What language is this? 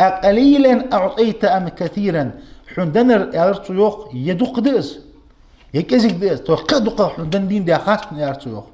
Ingush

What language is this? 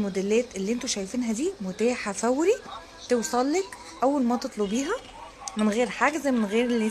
Egyptian Arabic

